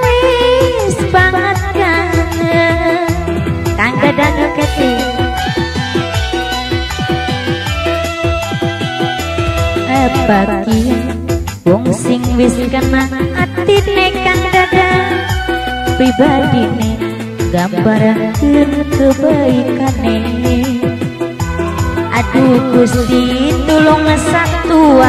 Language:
Javanese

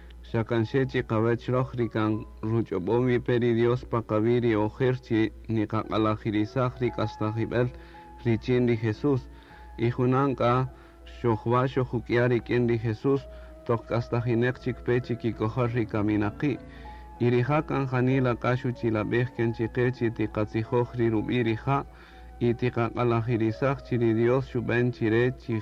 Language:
Kaqchikel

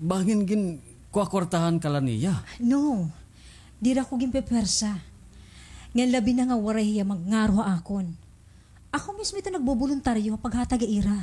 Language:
Waray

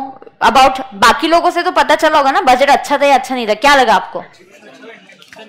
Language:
Hindi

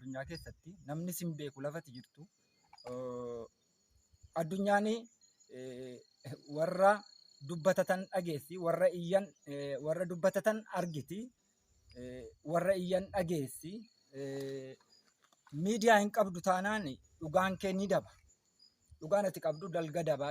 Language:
Oromo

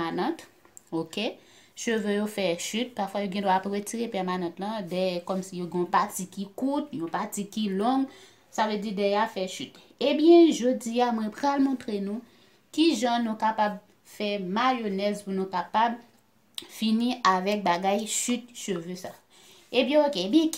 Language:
Haitian Creole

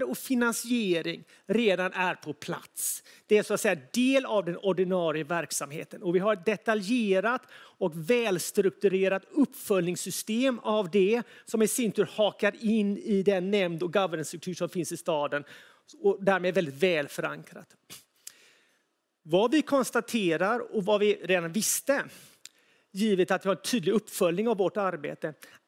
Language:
Swedish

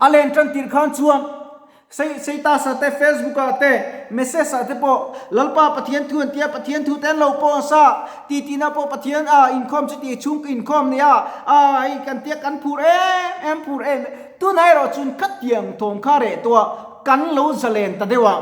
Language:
Mizo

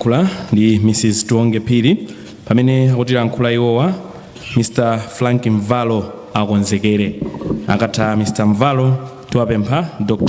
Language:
Nyanja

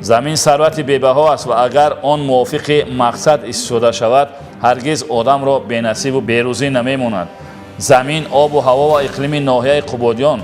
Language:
Tajik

